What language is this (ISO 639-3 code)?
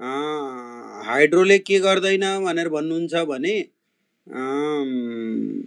nep